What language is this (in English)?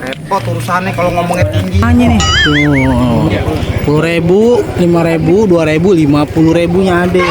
Betawi